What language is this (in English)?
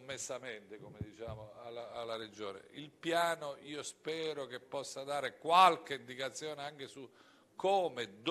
Italian